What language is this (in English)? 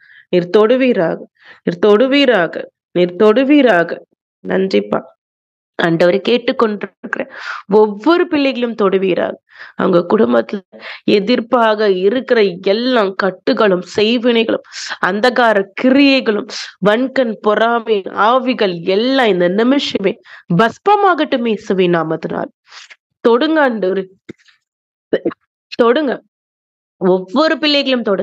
Tamil